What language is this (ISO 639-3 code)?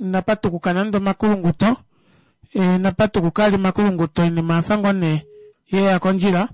kua